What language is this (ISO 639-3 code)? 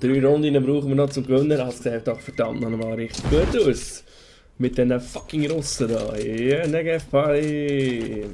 gsw